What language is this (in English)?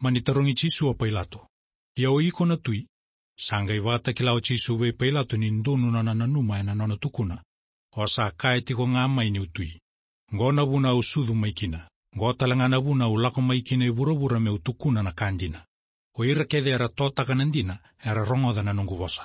Fijian